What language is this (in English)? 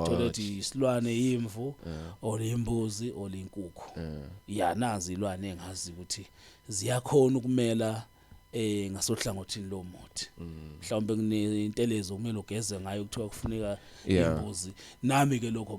Zulu